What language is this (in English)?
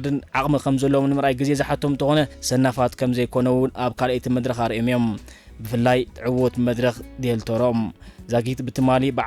Tigrinya